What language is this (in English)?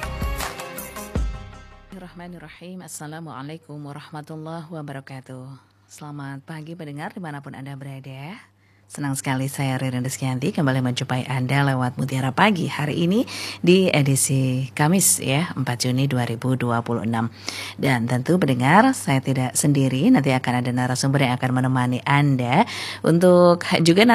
Indonesian